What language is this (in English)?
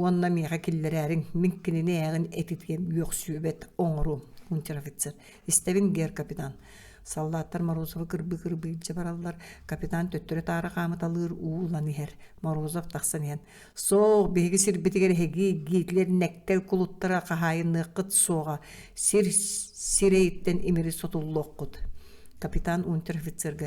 Yakut